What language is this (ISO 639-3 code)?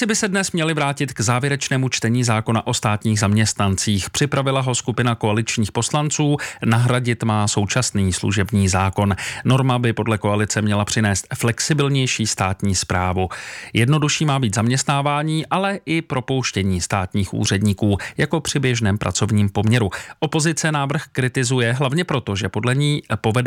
ces